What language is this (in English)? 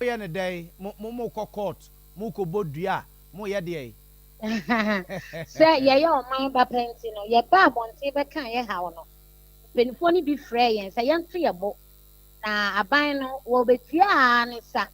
Akan